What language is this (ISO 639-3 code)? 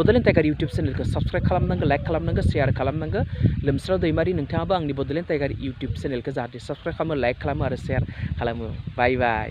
brx